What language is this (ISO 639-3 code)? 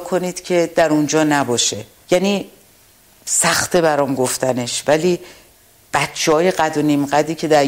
fas